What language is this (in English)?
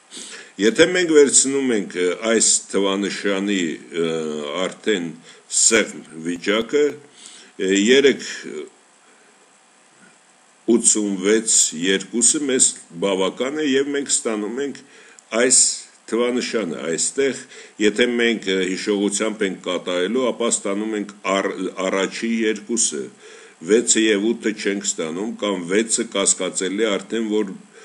Armenian